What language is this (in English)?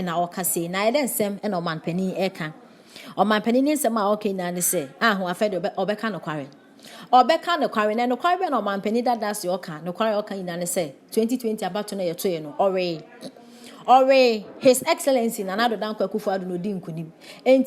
Akan